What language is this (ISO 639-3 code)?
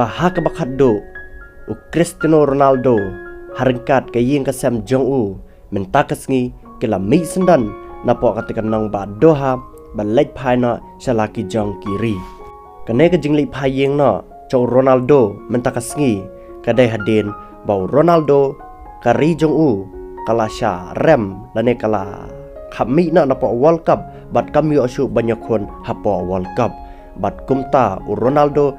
kha